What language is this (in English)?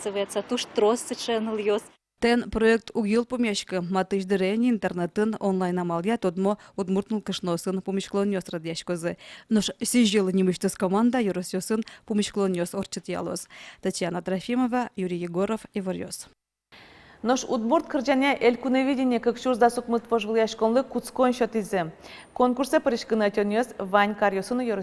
Udmurt